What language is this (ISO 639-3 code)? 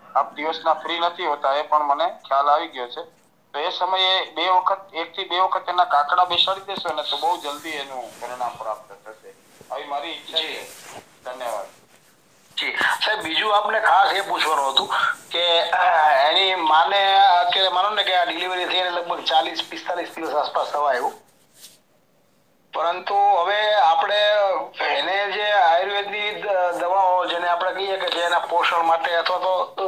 guj